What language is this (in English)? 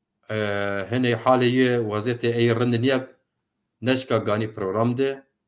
Zaza